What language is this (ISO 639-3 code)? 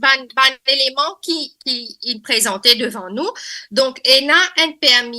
mfe